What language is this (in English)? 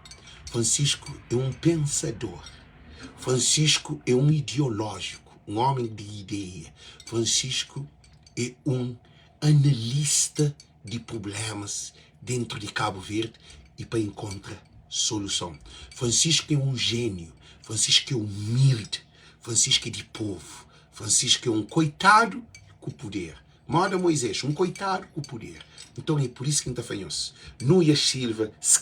Kabuverdianu